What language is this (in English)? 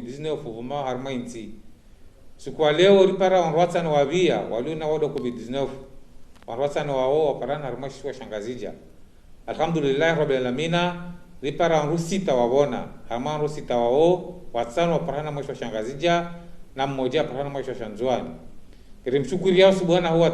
Ngazidja Comorian